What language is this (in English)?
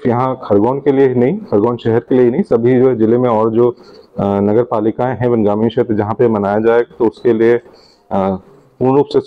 Hindi